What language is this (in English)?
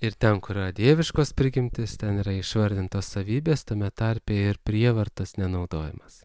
Lithuanian